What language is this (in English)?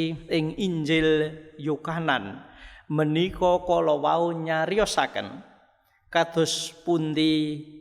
Javanese